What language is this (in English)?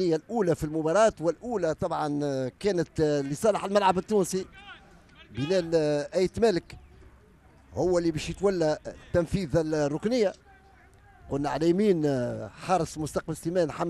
Tunisian Arabic